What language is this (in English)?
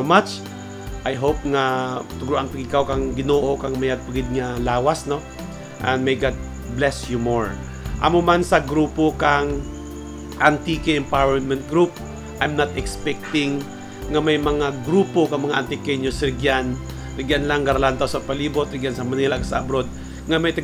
Kinaray-a